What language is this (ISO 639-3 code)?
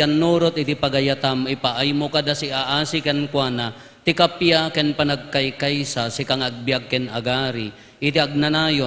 ilo